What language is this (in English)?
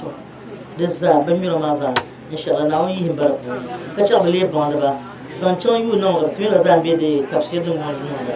Dagbani